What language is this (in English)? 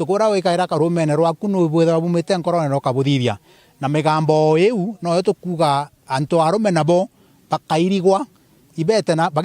Meru